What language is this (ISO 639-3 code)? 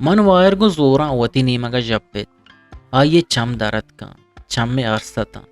bgp